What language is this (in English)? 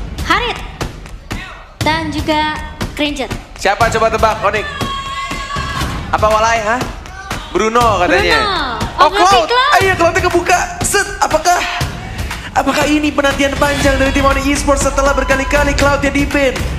Indonesian